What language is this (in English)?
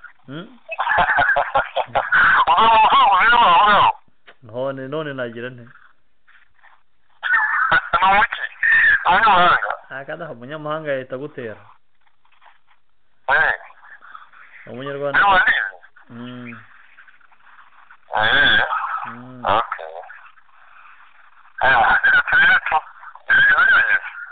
Kinyarwanda